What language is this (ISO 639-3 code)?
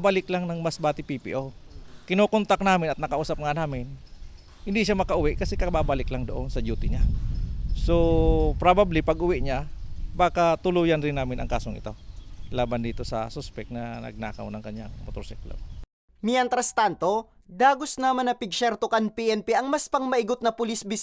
bik